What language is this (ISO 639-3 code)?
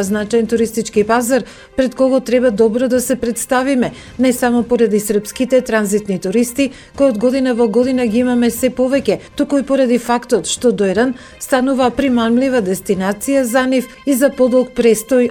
mkd